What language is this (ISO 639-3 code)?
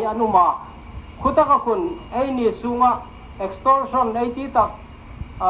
hmr